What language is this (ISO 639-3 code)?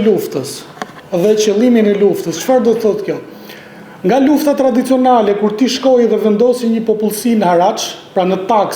sqi